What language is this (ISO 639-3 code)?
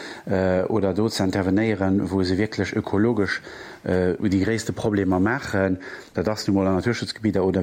ltz